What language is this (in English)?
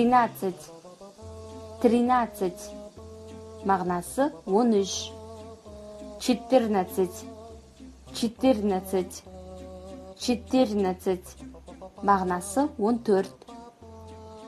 Kazakh